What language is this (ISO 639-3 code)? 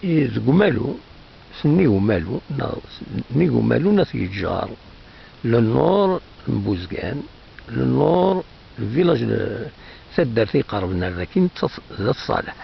kab